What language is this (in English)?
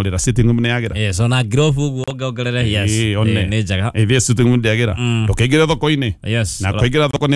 Kikuyu